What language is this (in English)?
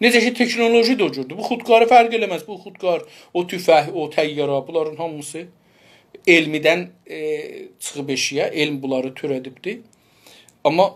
South Azerbaijani